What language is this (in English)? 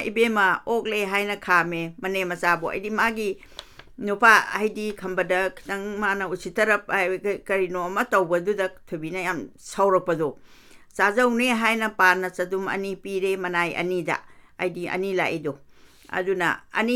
Manipuri